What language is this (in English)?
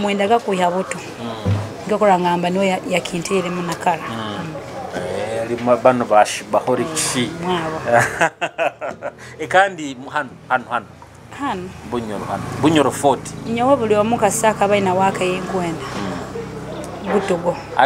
Nyoro